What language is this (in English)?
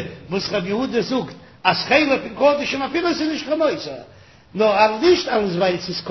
Yiddish